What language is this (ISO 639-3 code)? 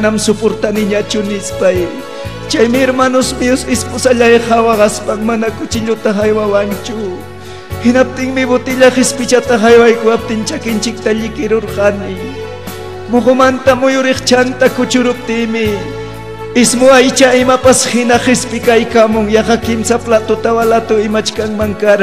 quy